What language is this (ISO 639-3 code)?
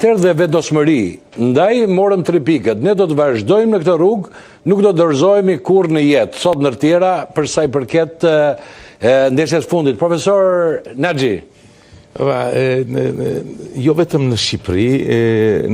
sqi